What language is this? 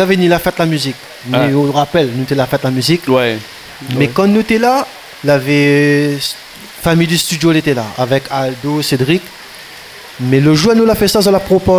Réunion Creole French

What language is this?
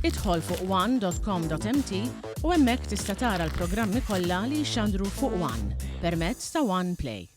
Maltese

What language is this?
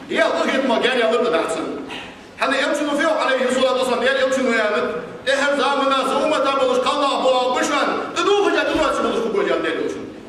Ingush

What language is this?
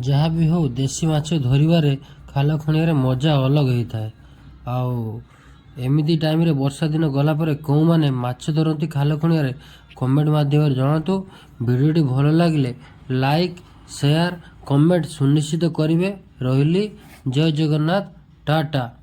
Odia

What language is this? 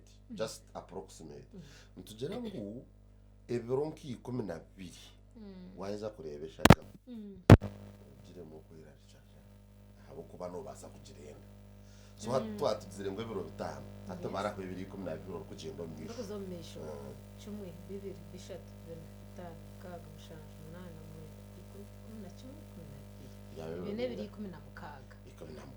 Nyankole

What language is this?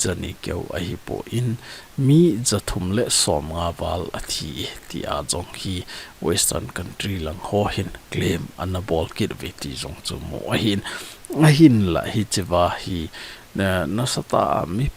Thado Chin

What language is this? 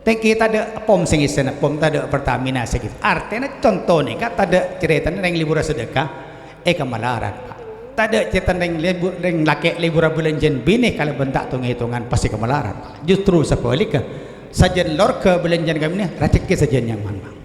Madurese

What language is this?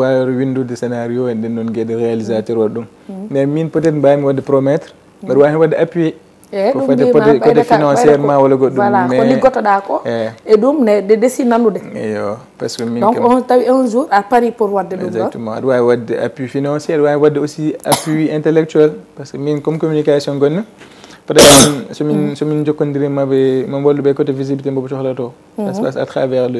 Fula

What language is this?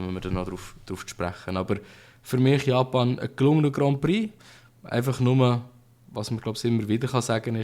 Swiss German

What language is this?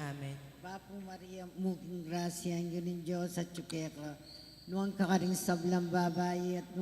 Pampanga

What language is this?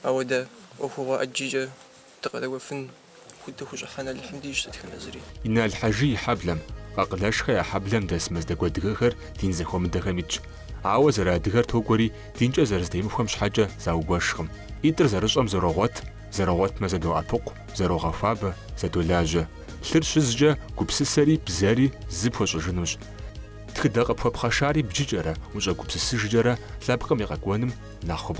Kabardian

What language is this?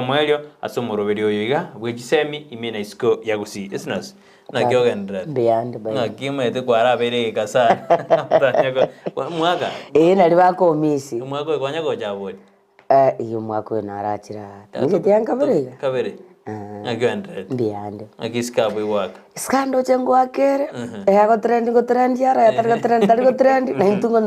Gusii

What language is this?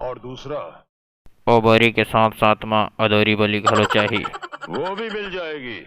Chhattisgarhi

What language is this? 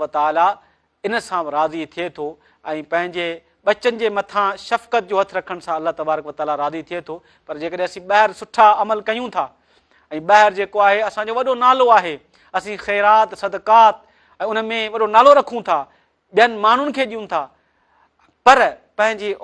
Sindhi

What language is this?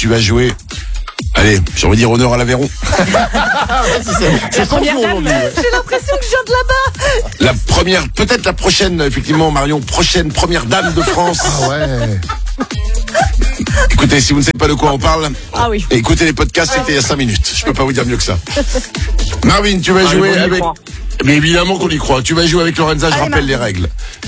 French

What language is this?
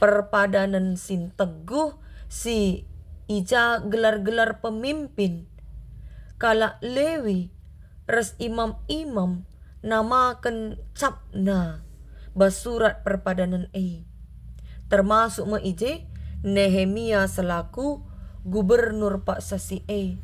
Batak Karo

